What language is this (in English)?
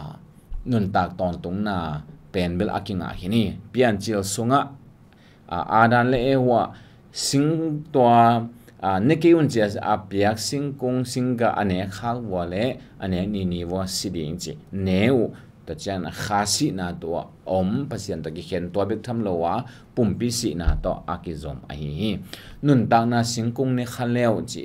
Tedim Chin